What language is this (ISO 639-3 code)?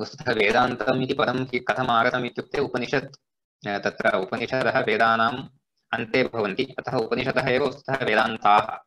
san